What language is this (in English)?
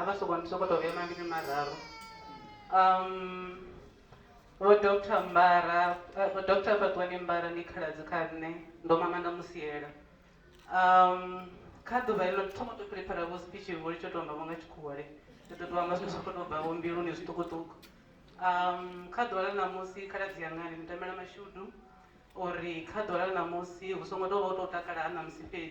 Venda